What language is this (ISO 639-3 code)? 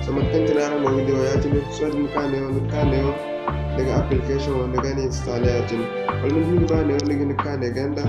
dje